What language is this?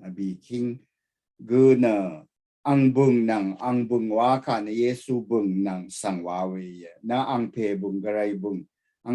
Rawang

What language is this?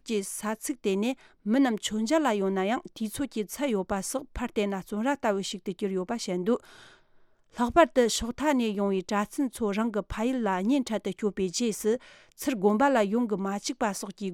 Tibetan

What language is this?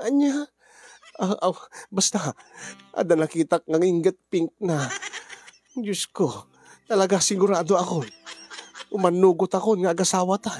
Iloko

